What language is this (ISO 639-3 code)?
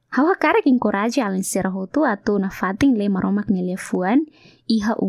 tet